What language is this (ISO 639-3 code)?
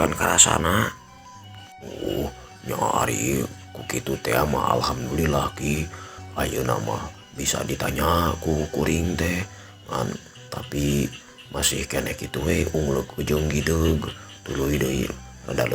sun